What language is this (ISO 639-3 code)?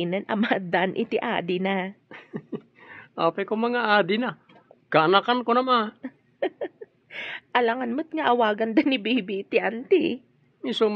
ilo